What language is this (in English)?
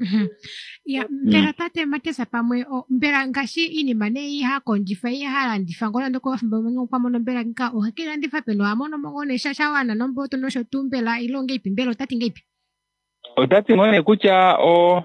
Kuanyama